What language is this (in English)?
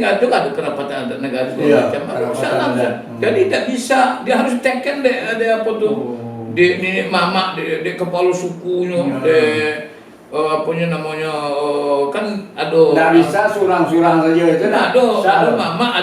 Minangkabau